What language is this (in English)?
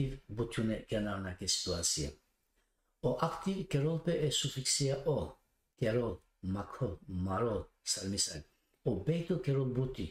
Balkan Romani